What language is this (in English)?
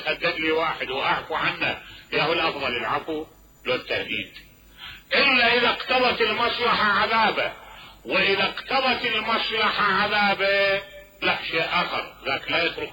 Mesopotamian Arabic